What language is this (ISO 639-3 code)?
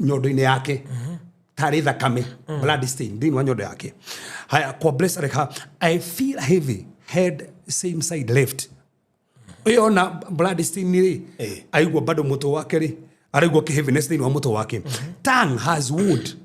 kik